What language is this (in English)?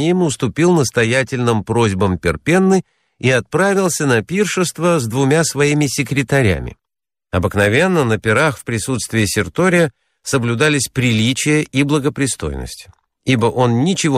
Russian